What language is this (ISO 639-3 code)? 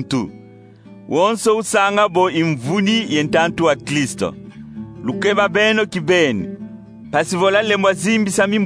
kon